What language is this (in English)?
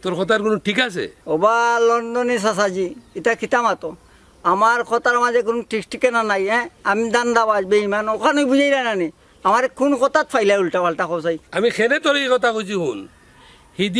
Sylheti